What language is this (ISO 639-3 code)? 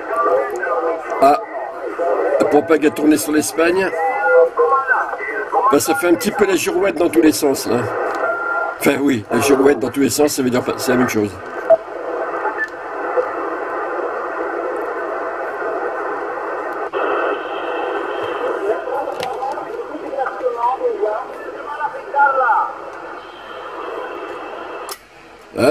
fra